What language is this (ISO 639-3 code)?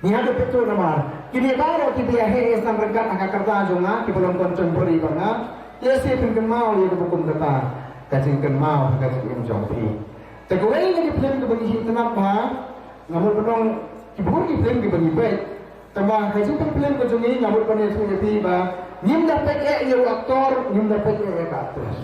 kha